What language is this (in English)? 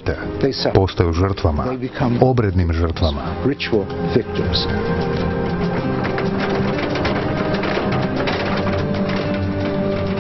Croatian